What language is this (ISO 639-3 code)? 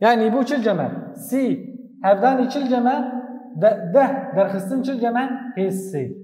kur